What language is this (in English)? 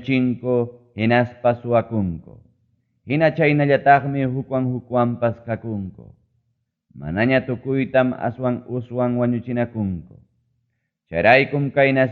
Ayacucho Quechua